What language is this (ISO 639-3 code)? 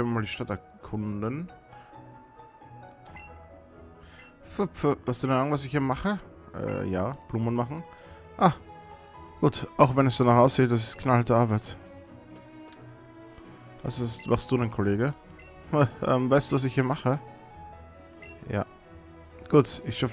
deu